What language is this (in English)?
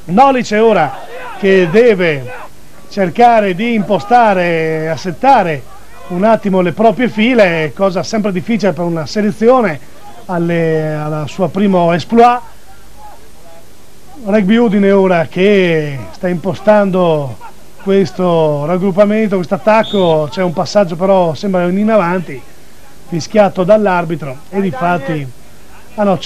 Italian